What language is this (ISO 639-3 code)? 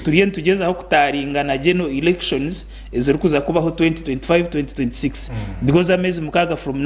nyn